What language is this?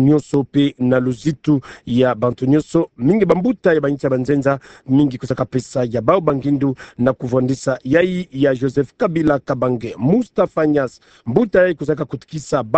Kituba (Democratic Republic of Congo)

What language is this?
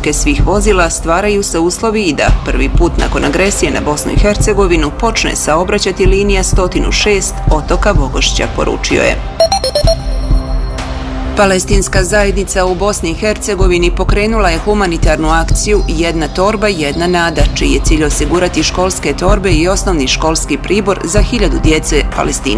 Bosnian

